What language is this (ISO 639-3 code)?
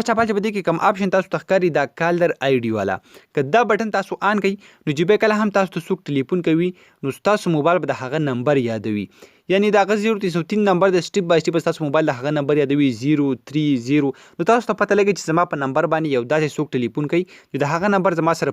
pus